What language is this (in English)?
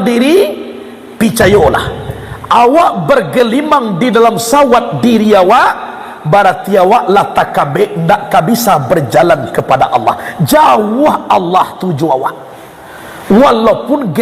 Minangkabau